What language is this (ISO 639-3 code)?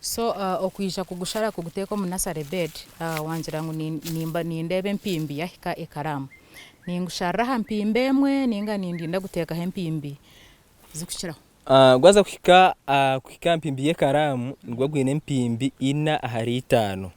nyn